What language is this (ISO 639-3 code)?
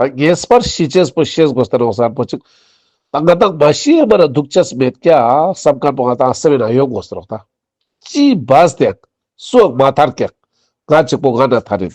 lbj